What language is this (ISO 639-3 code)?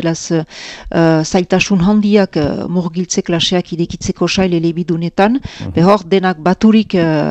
eus